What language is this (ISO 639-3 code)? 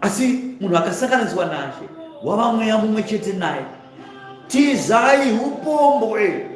sna